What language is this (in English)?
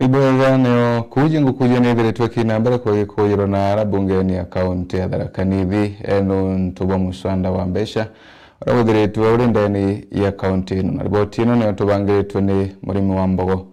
Meru